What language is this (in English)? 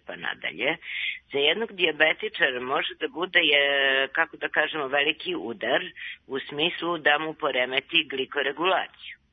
Serbian